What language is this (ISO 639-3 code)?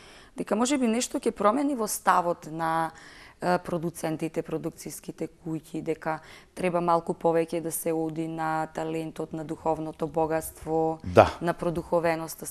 mkd